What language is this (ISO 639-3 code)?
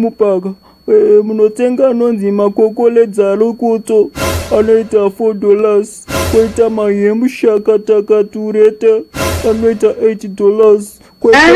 sna